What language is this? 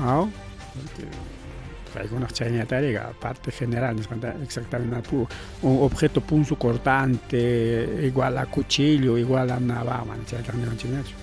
Ayacucho Quechua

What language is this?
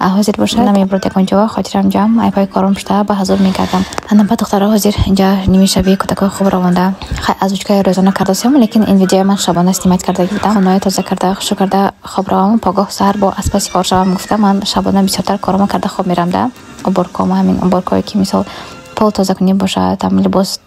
Tajik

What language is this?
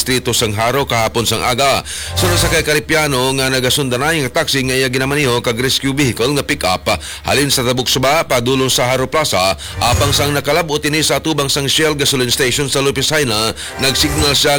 Hiligaynon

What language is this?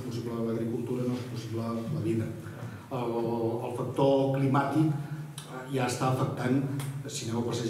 Catalan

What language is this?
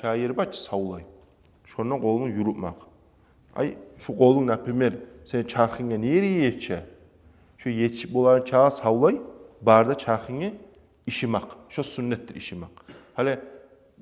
Kumyk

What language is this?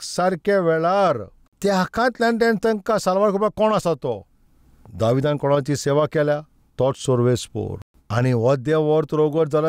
Konkani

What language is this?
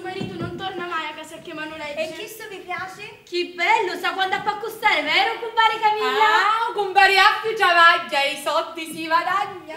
Sicilian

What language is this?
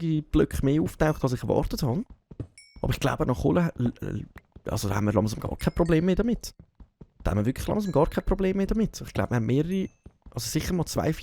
Swiss German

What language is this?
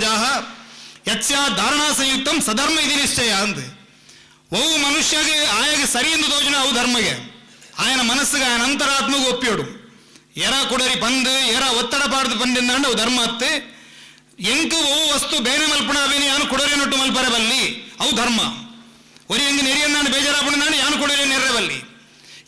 Tulu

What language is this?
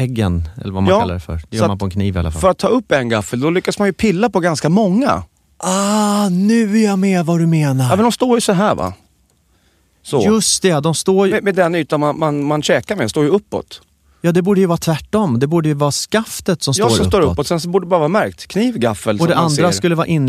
Swedish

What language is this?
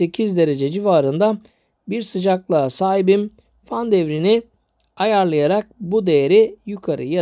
Turkish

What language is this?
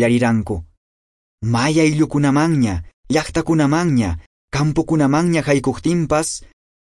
Quechua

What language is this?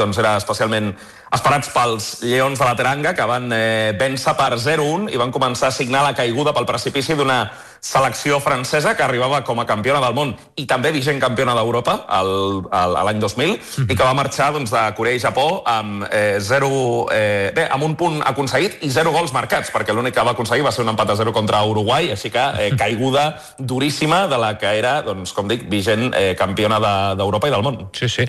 Catalan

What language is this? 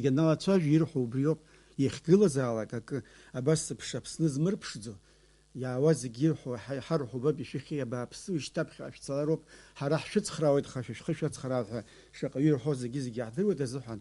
Abkhazian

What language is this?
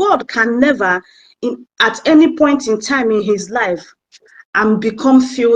Igbo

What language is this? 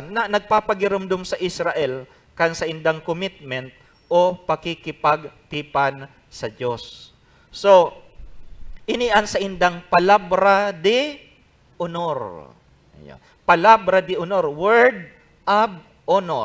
Bikol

